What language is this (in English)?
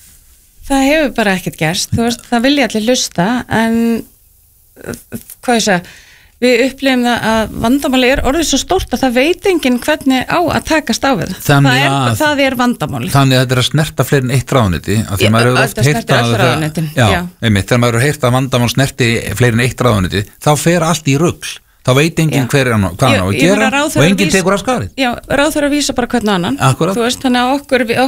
Icelandic